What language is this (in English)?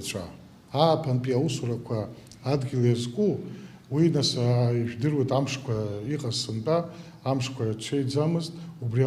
Abkhazian